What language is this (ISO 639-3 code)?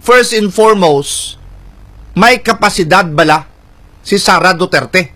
hil